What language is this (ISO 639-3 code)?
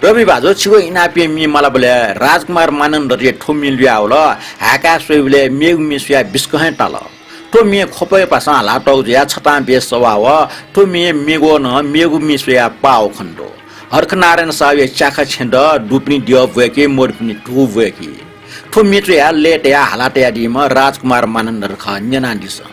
new